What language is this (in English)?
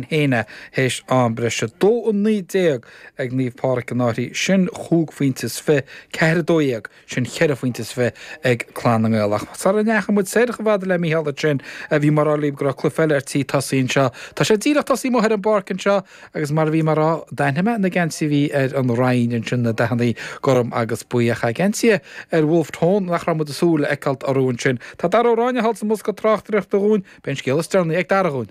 Irish